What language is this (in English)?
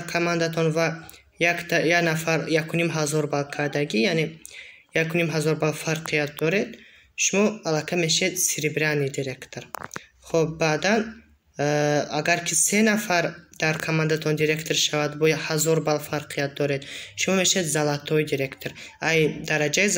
Tajik